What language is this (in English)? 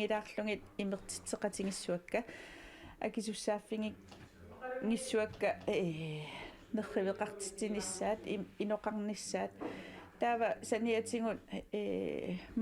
Kalaallisut